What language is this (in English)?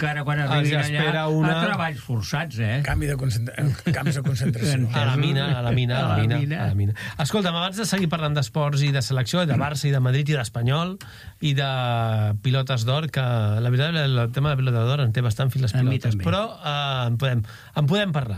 Catalan